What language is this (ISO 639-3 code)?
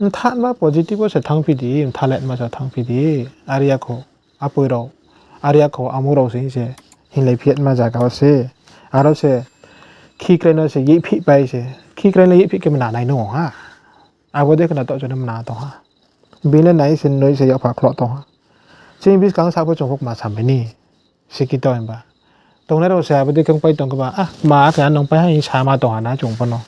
ria